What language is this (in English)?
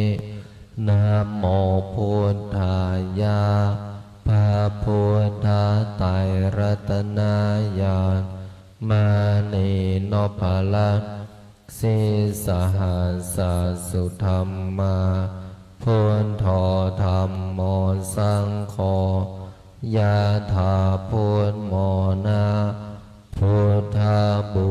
Pali